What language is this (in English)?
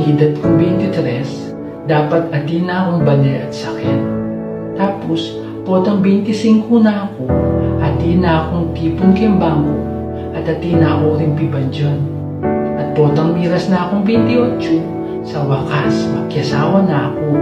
Pampanga